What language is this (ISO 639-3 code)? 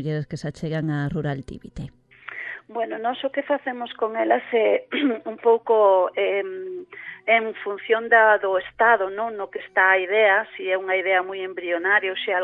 glg